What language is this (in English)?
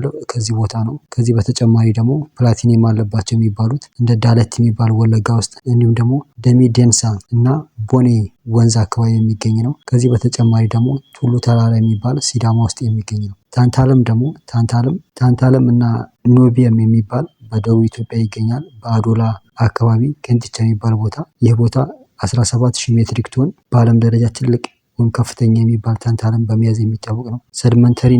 Amharic